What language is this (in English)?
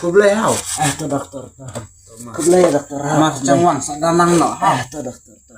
Khasi